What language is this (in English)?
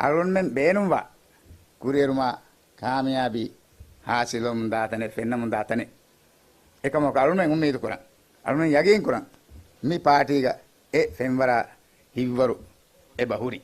Divehi